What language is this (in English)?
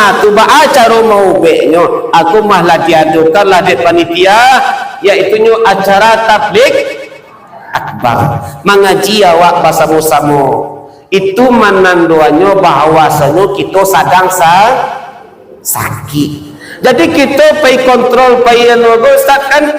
Minangkabau